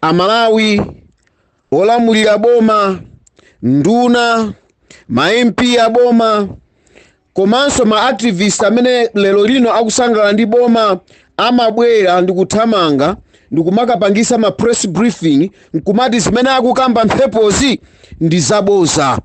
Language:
Nyanja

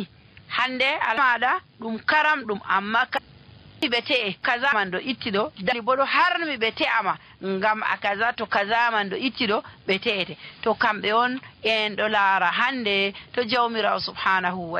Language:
Nigerian Fulfulde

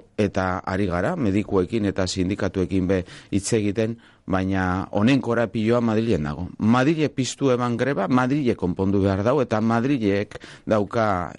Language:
Basque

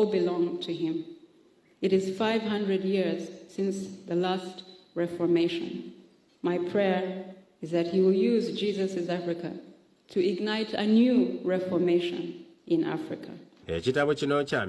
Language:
Ganda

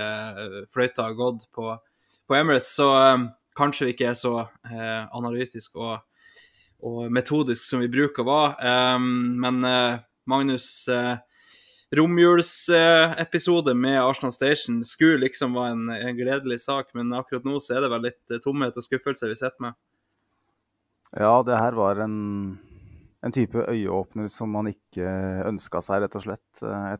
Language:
Norwegian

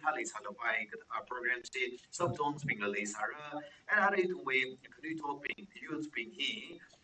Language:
Tangkhul Naga (India)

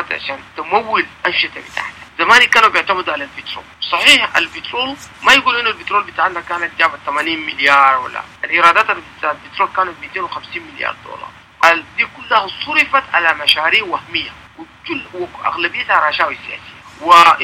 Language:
Sudanese Arabic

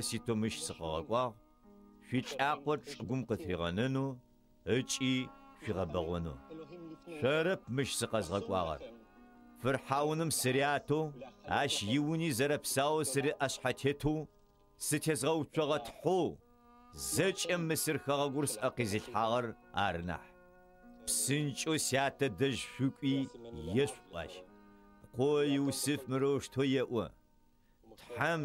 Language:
Adyghe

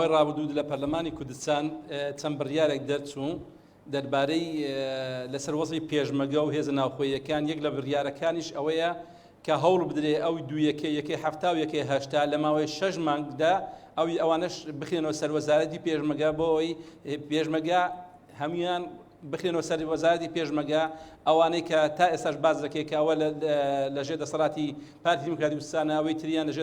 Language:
Central Kurdish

